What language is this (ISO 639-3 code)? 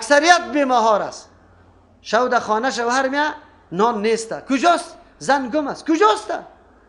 fas